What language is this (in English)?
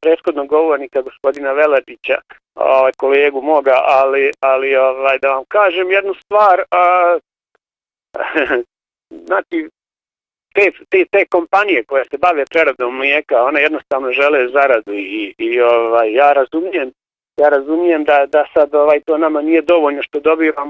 Bosnian